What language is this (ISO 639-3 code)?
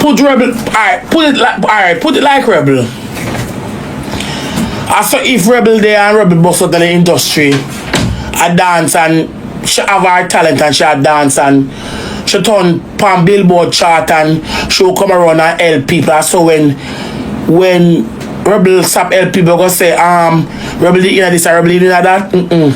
jam